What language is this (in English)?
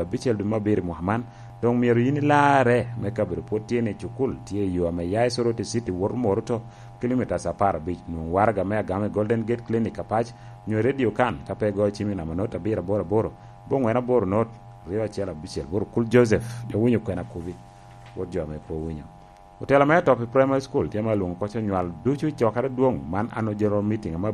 Lango (Uganda)